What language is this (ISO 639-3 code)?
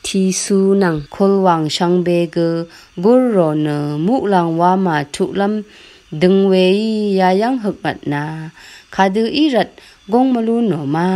raw